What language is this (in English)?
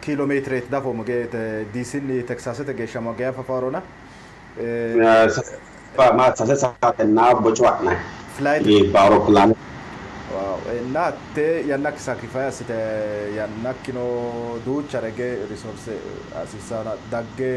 Sidamo